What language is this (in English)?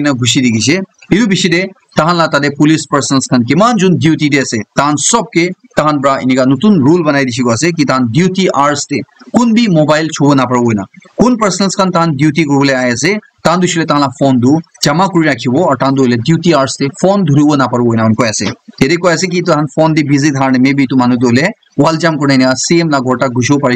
Naga Pidgin